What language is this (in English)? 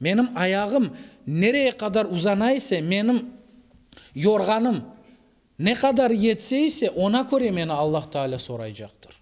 Crimean Tatar